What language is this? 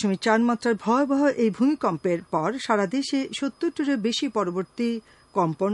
Bangla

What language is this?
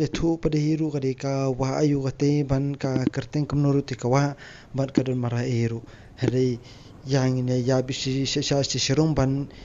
Khasi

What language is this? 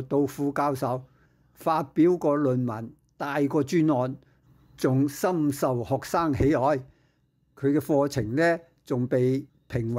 Cantonese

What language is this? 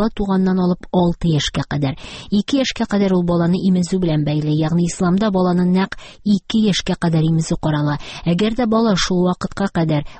Tatar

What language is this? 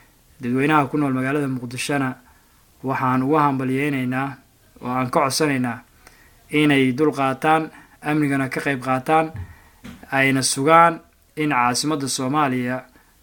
Somali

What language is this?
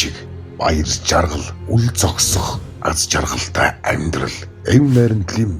Mongolian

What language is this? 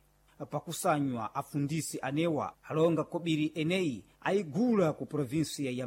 Sena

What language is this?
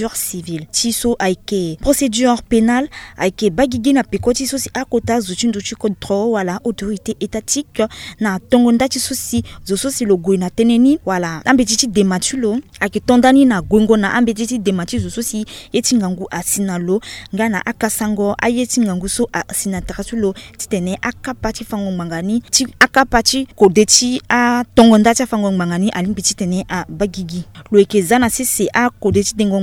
Sango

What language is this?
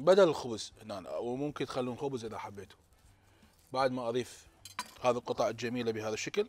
Mesopotamian Arabic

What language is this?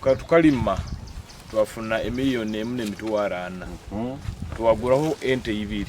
Nyankole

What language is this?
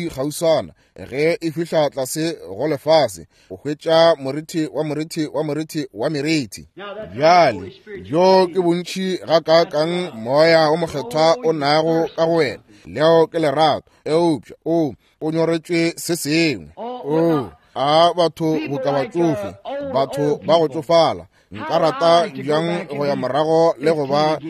Northern Sotho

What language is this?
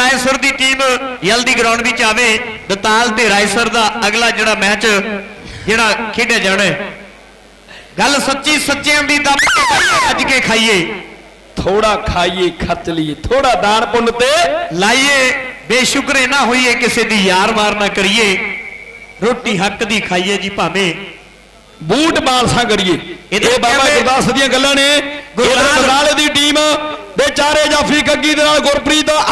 Punjabi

